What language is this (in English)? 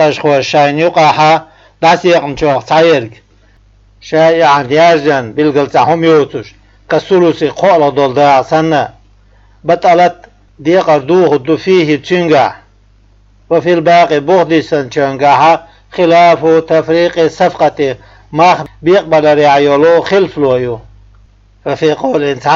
Chechen